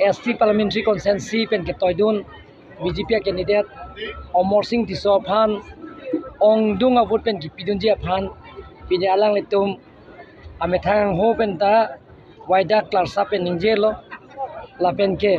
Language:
Karbi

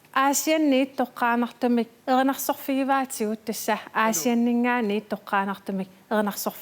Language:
Kalaallisut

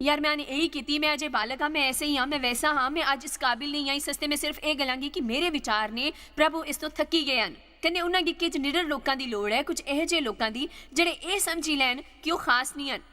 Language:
Dogri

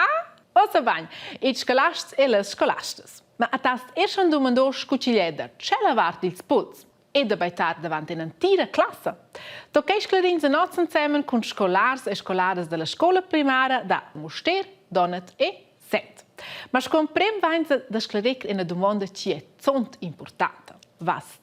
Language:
Romansh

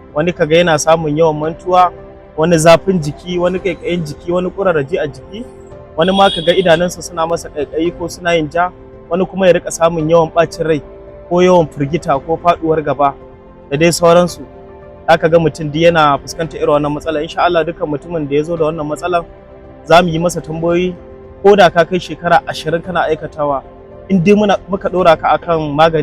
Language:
Hausa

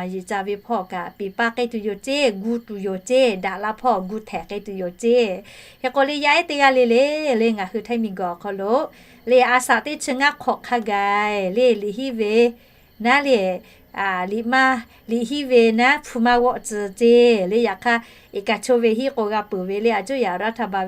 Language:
Lahu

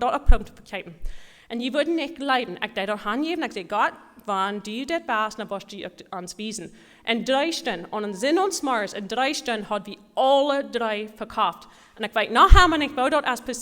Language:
Plautdietsch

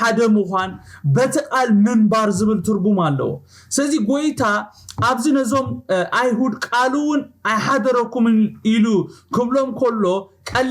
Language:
Tigrinya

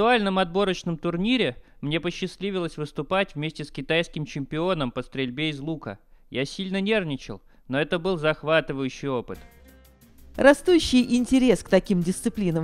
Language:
Russian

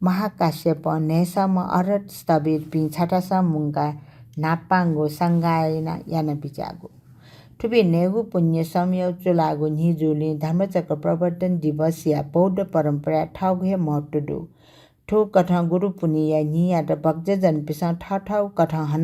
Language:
Newari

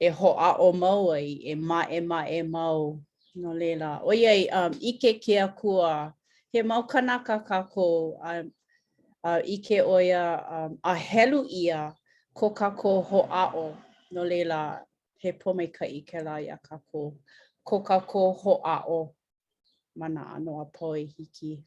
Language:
Hawaiian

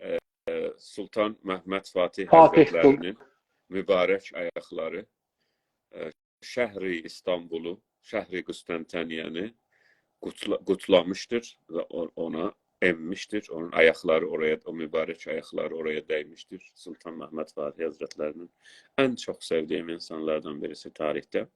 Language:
South Azerbaijani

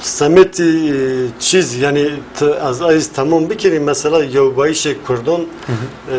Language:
Zaza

